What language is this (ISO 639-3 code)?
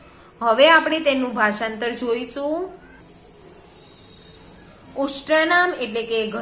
guj